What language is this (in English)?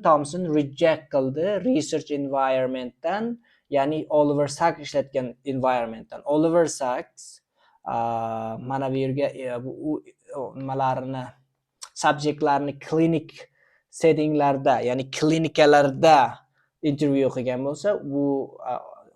Uzbek